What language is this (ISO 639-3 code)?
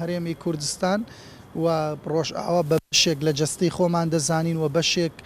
ckb